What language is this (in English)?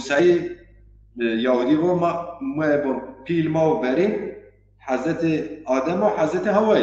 Zaza